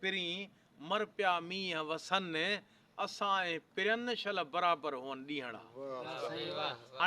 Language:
Sindhi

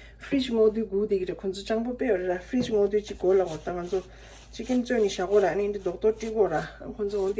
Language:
Tibetan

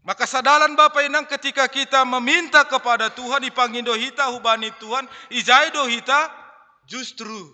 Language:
Batak Simalungun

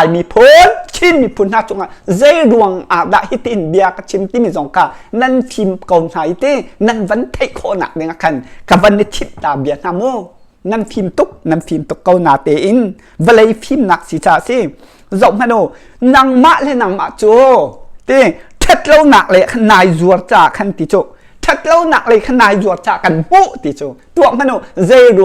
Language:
Hakha Chin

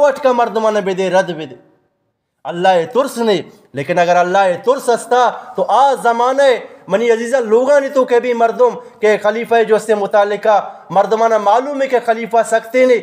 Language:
Eastern Balochi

